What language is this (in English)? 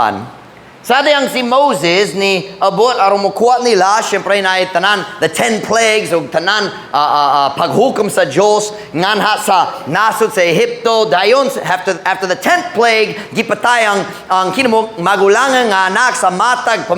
Cebuano